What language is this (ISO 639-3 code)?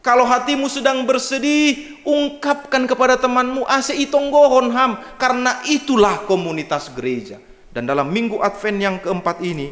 bts